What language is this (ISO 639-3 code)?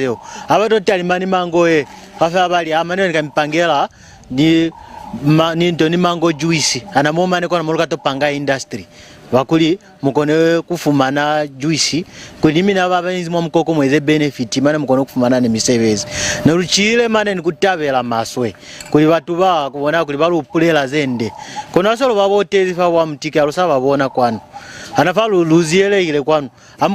loz